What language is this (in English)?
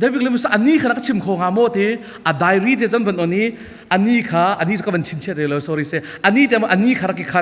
Falam Chin